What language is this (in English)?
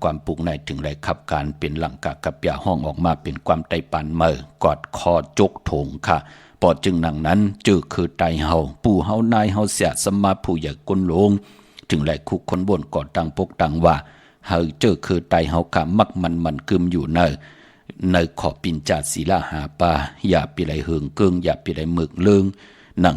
Shan